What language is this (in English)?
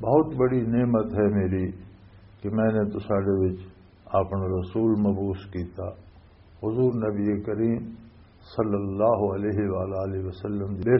Western Panjabi